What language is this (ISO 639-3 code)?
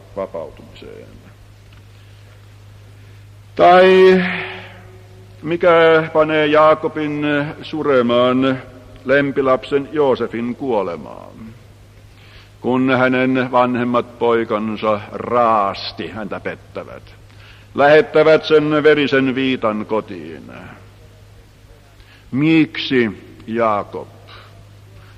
fin